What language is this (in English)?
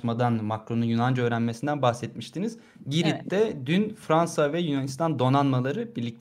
Turkish